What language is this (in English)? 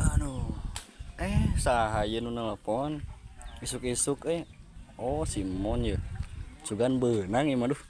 Sundanese